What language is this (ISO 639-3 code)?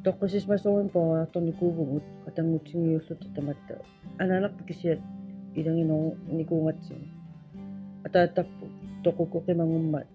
kal